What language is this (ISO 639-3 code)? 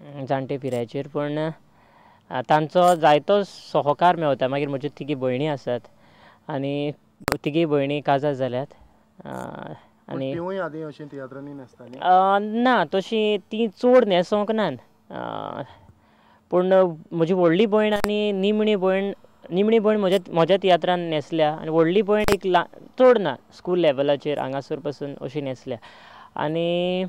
kok